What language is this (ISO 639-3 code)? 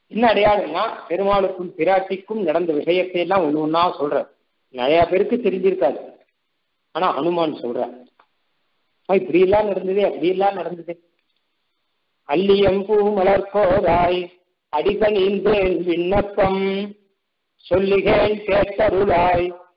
tam